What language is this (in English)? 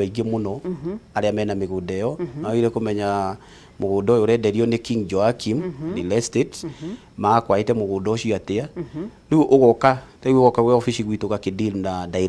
Kikuyu